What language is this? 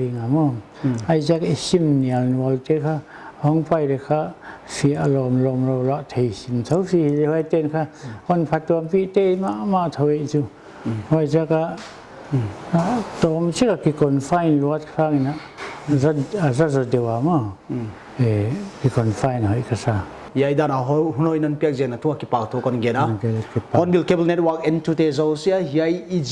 Paite Chin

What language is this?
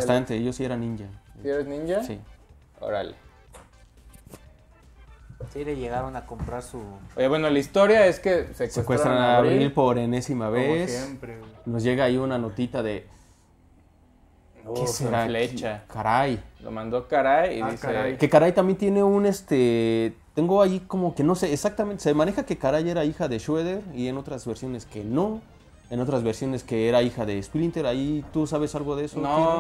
Spanish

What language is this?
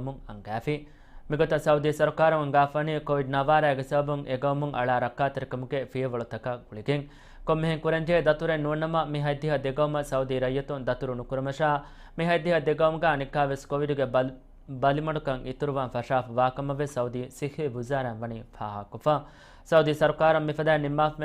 Divehi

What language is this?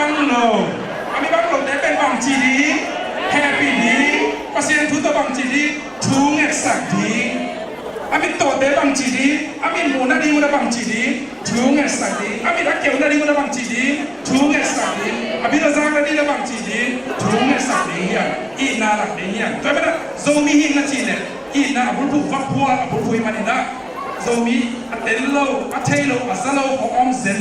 Tedim Chin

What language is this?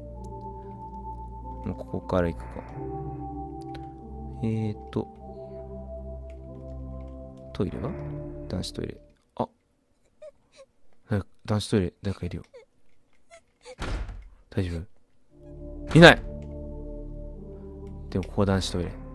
Japanese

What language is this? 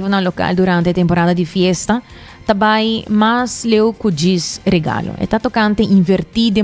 Papiamento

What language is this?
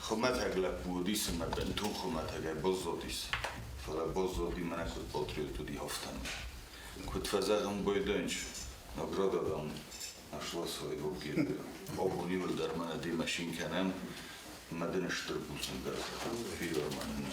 Ossetic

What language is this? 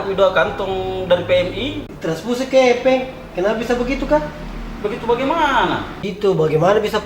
Makassar Malay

